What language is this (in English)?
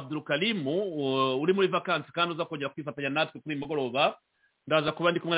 Kinyarwanda